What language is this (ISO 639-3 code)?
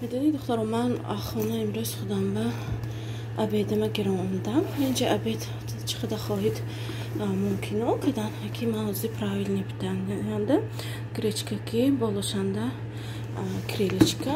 tgk